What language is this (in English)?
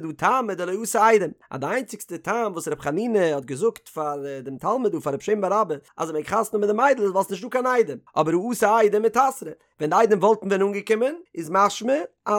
Yiddish